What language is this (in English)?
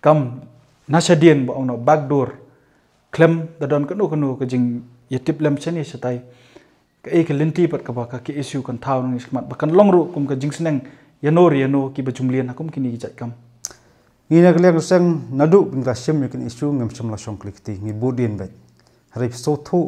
Khasi